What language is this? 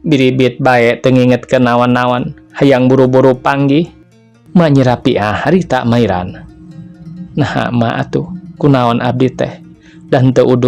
Sundanese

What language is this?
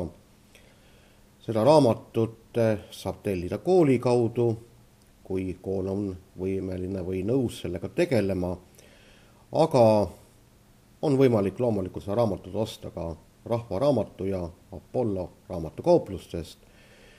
Estonian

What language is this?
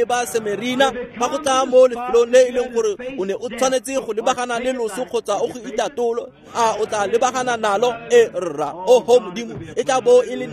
Tswana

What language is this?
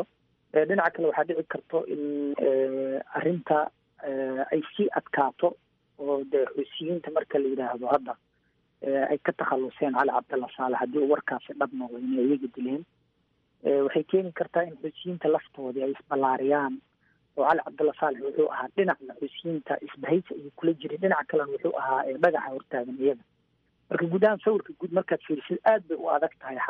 Somali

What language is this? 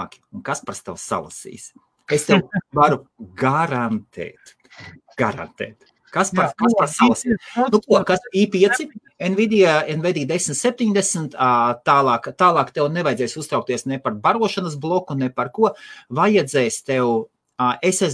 Latvian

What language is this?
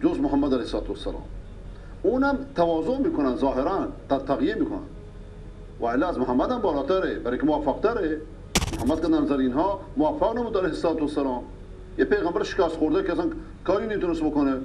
Persian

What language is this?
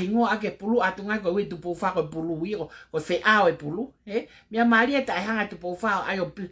Tongan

